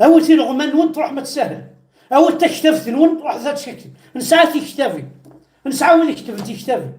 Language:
Kabyle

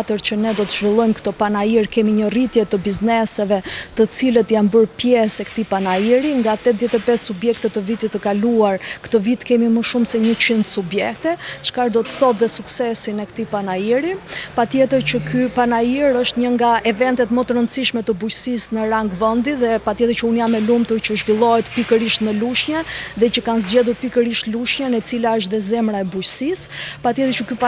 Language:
Albanian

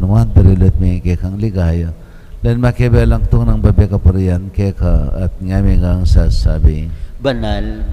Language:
Pampanga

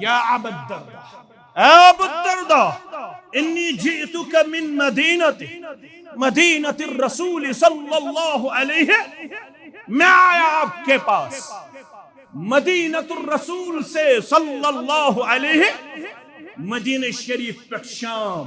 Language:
Kashmiri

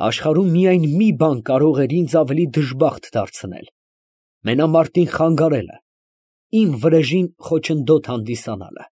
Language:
Armenian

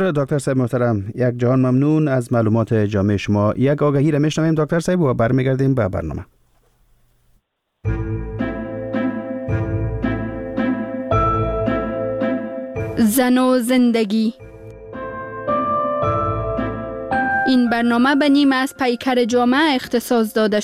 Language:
Persian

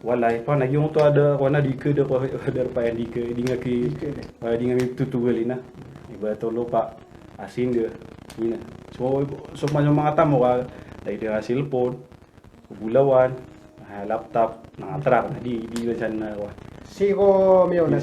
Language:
Maranao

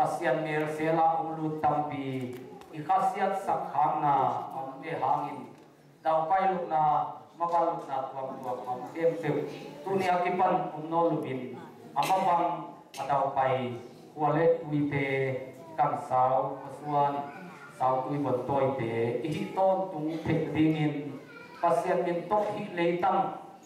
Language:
Tedim Chin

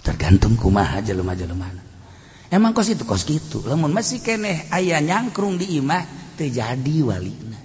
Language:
Sundanese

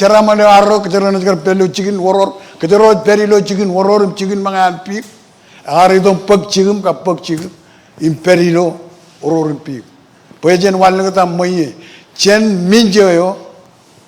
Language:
Marshallese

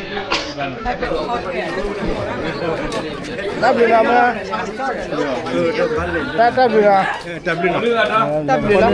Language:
S'gaw Karen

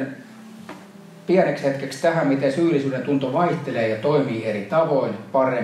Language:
Finnish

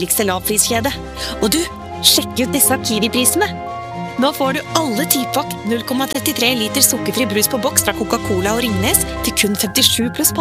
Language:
Norwegian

